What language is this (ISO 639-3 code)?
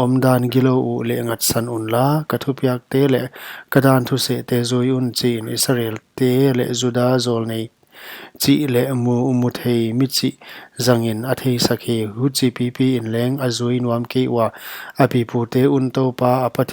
pck